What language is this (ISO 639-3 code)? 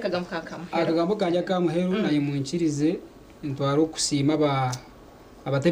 nyn